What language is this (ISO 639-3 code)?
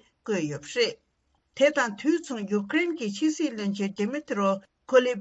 bod